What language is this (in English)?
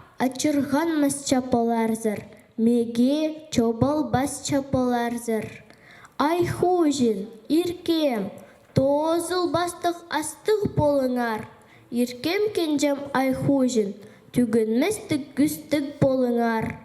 Khakas